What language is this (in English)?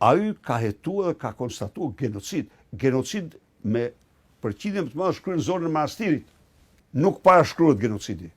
Albanian